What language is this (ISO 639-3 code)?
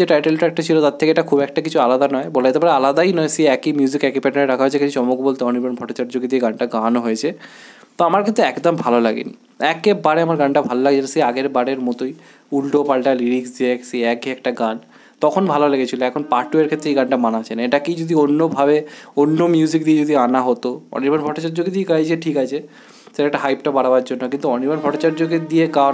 ben